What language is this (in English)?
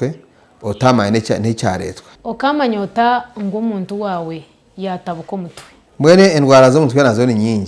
Nyankole